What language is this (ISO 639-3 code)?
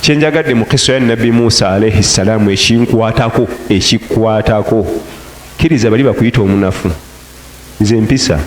lug